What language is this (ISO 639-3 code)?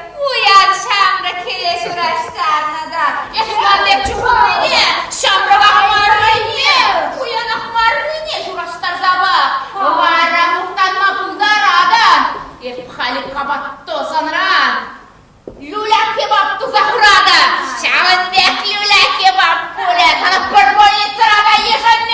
chv